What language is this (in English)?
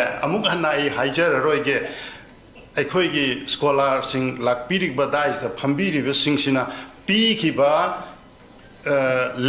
Manipuri